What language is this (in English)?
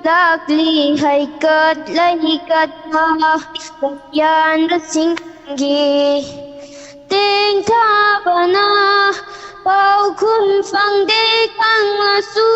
Manipuri